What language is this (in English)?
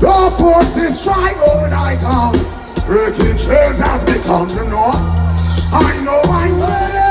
Jamaican Creole English